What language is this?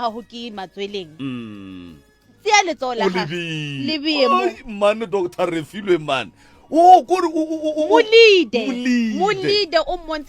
Northern Sotho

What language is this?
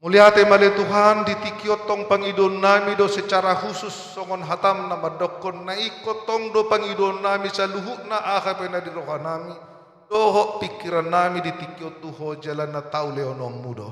Batak Toba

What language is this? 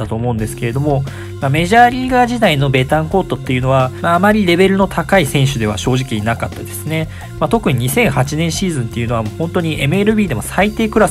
Japanese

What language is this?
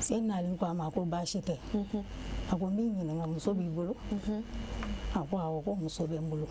Bambara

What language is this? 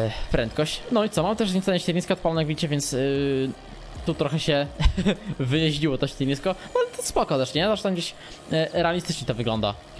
Polish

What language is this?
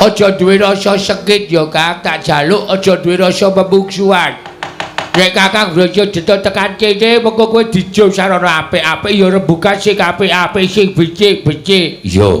Javanese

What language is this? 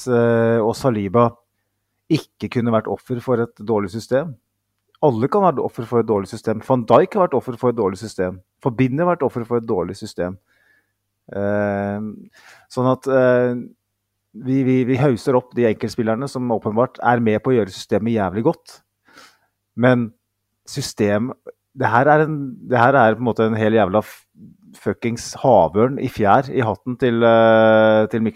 Norwegian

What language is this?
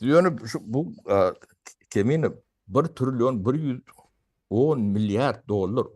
Turkmen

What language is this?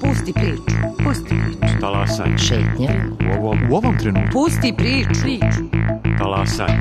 Serbian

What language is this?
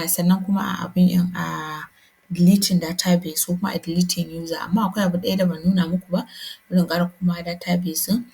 Hausa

